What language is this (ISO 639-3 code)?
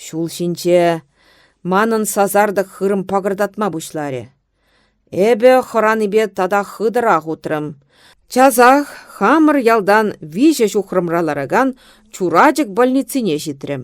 chv